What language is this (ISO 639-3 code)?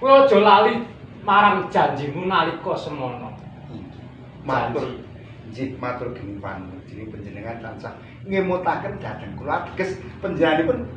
jav